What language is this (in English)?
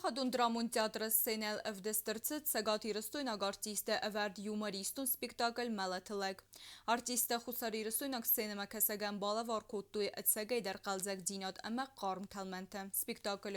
Ossetic